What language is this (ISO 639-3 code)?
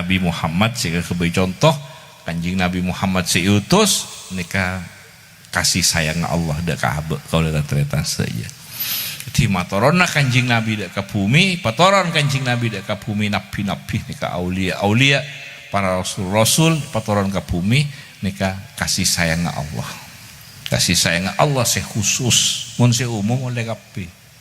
mad